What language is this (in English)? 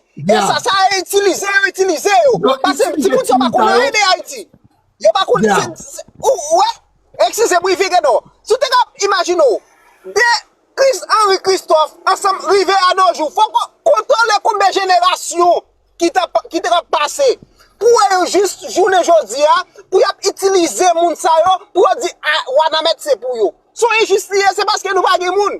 Haitian Creole